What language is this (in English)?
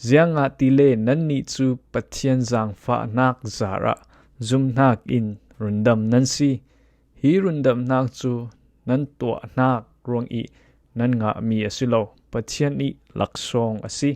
Falam Chin